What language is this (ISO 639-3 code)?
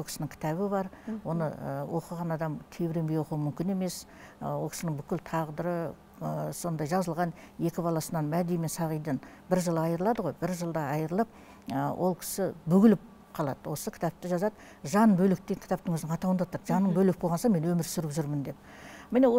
kaz